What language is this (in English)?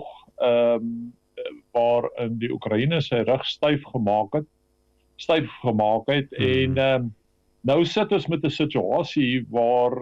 Afrikaans